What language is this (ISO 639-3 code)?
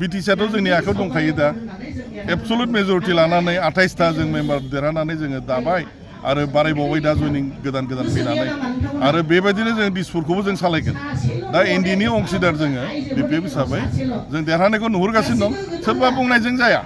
brx